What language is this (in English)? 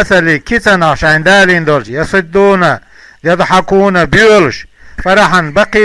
Chechen